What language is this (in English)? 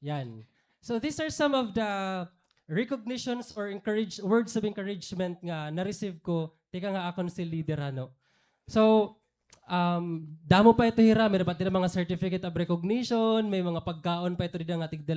Waray